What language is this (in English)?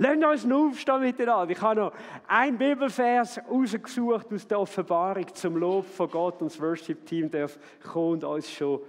Swiss German